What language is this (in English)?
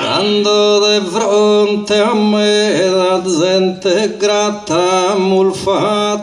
Sardinian